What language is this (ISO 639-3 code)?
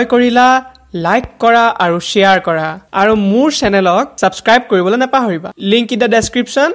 asm